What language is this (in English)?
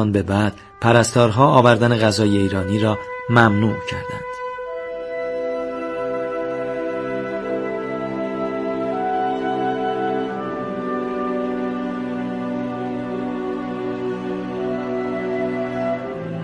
Persian